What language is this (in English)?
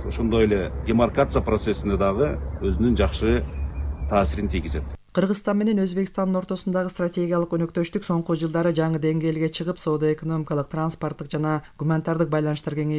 Kyrgyz